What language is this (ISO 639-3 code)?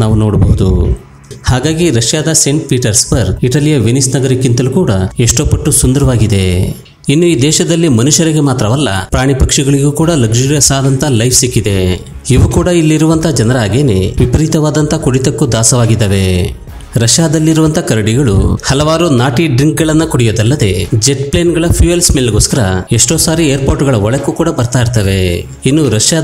kan